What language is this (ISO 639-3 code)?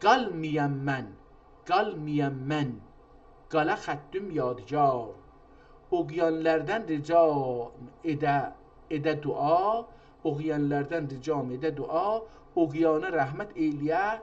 azb